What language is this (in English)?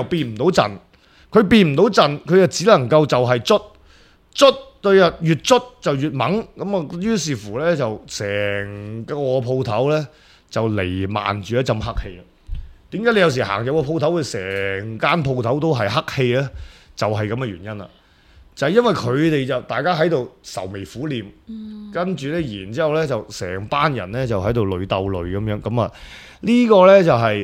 Cantonese